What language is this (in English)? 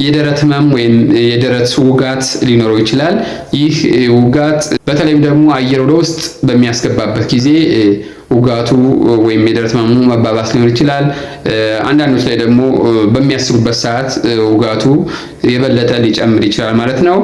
Amharic